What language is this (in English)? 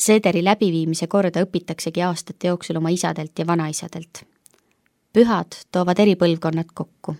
Estonian